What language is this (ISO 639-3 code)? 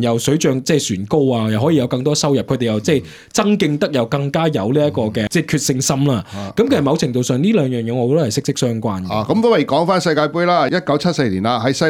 yue